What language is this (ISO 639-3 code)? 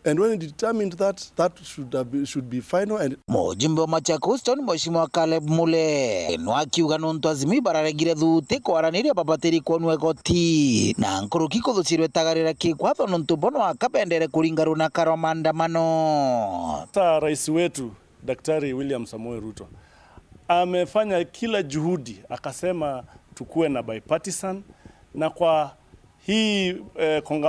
mer